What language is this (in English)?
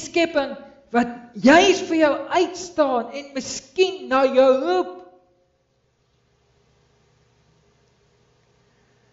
Afrikaans